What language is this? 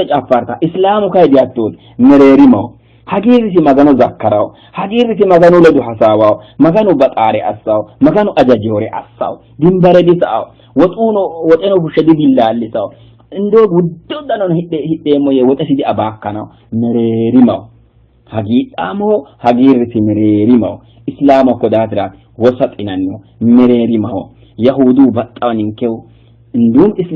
Sidamo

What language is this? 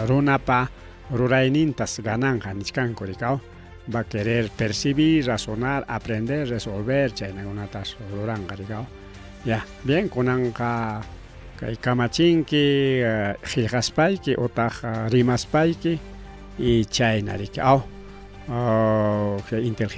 Ayacucho Quechua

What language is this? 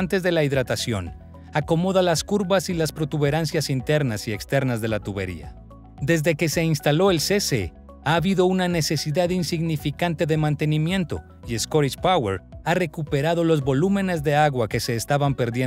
Spanish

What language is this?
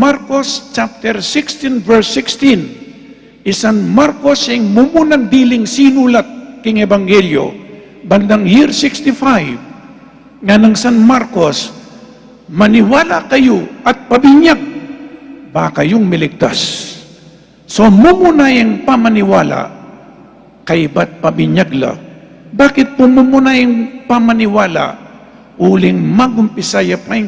Pampanga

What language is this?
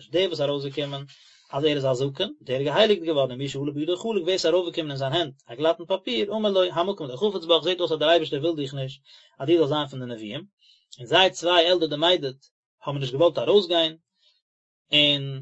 Yiddish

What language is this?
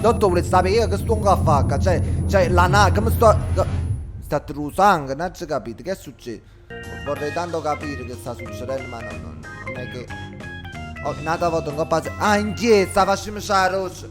Neapolitan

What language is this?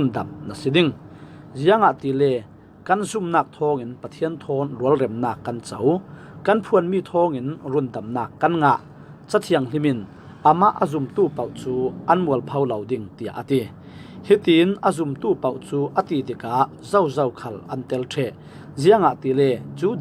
Falam Chin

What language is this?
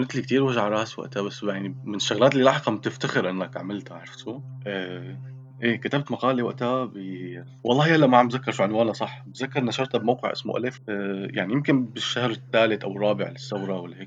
North Levantine Arabic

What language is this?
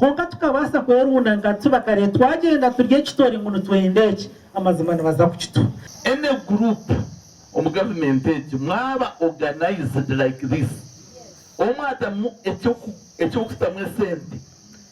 Nyankole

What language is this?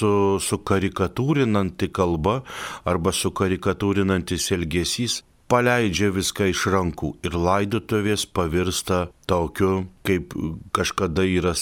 Lithuanian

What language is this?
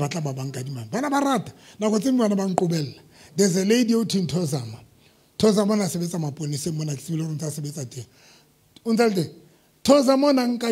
Southern Sotho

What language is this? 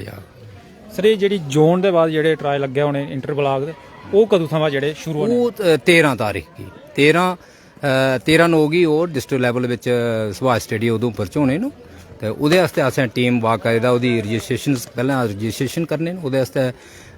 Dogri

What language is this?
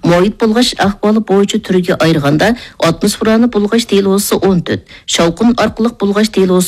Uyghur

